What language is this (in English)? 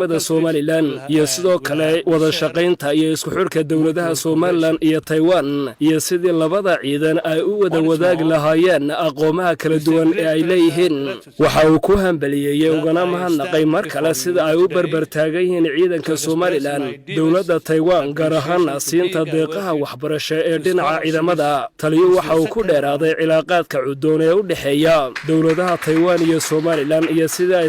Somali